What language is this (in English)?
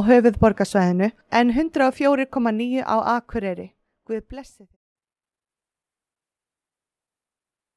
Icelandic